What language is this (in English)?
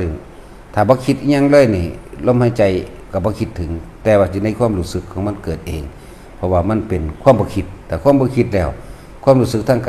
Northeastern Thai